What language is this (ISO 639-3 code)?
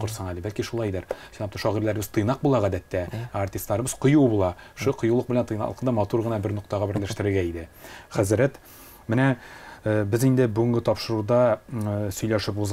tat